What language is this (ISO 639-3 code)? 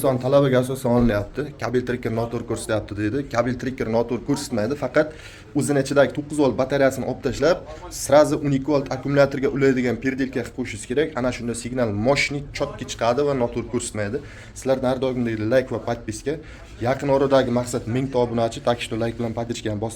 uzb